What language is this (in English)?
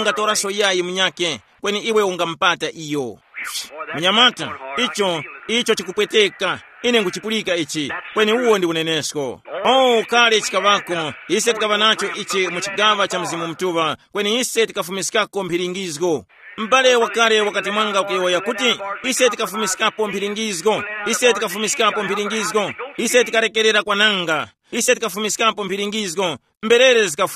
Tumbuka